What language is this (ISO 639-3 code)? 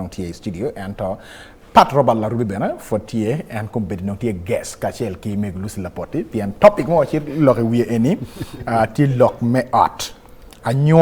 ach